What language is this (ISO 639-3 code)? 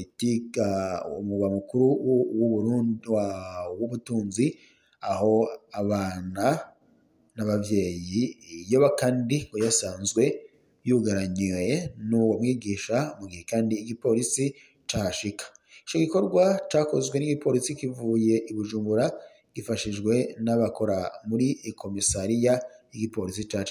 run